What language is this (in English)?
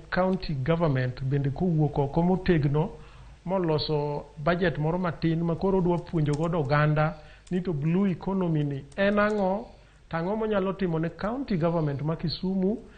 Luo (Kenya and Tanzania)